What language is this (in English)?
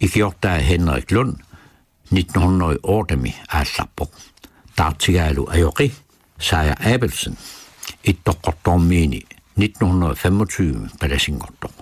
Kalaallisut